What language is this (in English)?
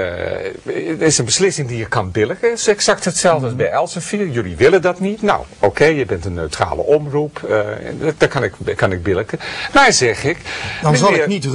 Dutch